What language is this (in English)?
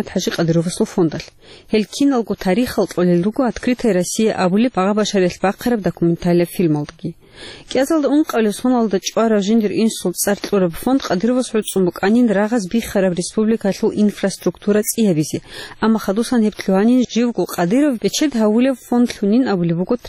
Avaric